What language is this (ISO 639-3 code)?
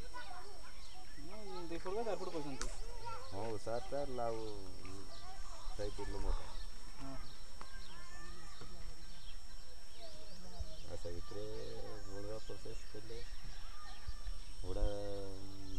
ori